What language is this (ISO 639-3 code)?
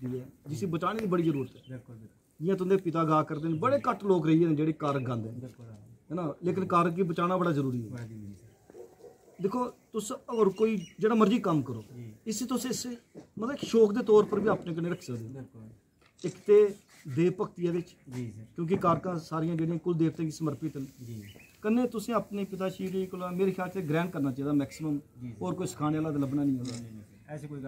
doi